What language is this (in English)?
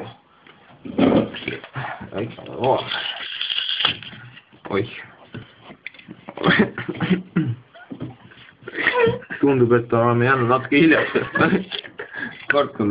Estonian